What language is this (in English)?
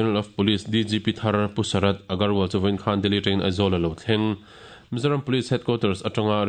Mizo